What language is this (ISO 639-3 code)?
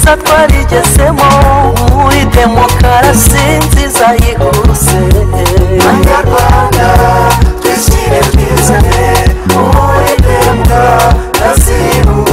kin